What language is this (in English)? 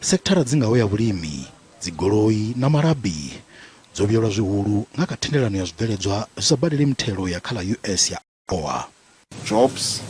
Venda